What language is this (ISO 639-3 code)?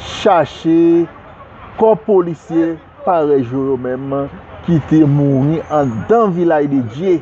hat